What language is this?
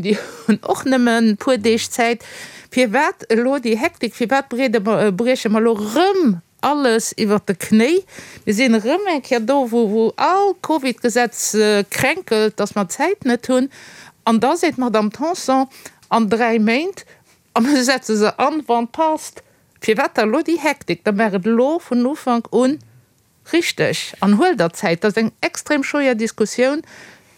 Luxembourgish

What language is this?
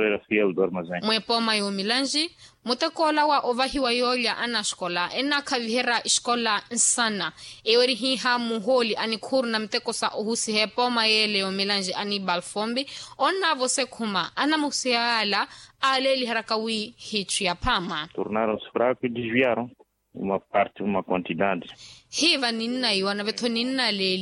Makhuwa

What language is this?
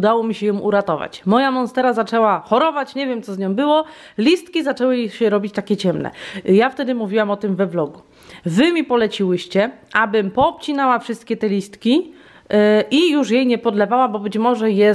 Polish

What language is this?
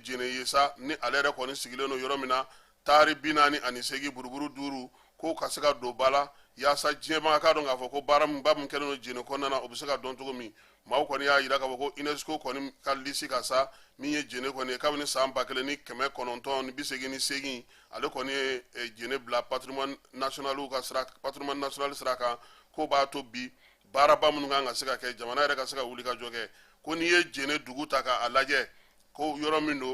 Bambara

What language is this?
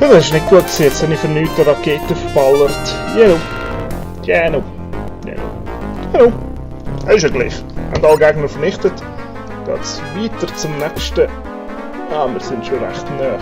Swiss German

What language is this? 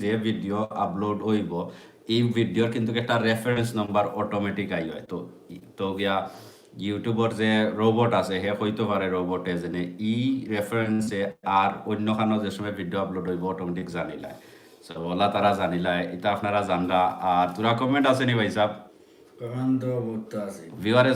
Sylheti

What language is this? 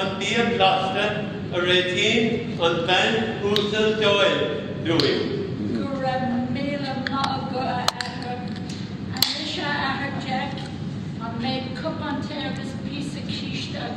Irish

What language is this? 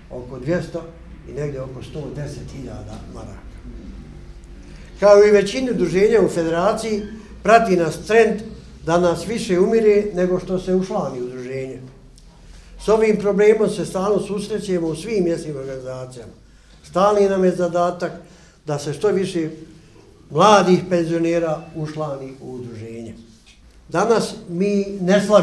Bosnian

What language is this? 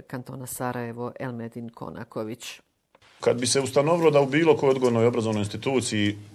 Bosnian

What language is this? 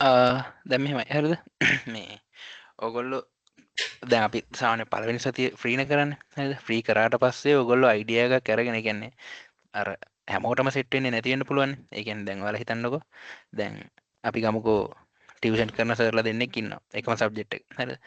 Sinhala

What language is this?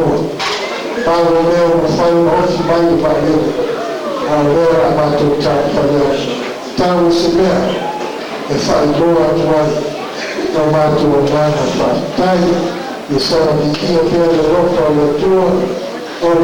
Samoan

